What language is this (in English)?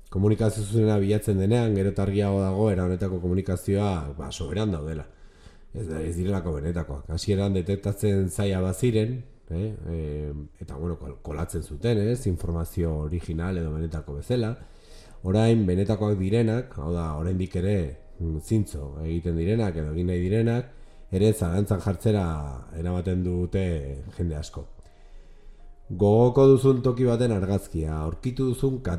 Basque